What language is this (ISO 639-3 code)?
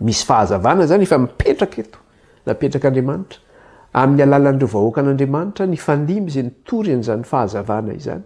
mlg